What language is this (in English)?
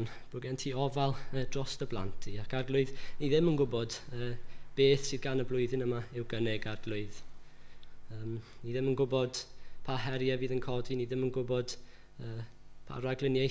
Welsh